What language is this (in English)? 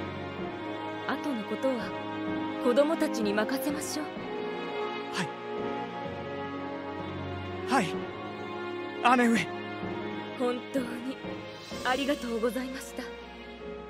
Japanese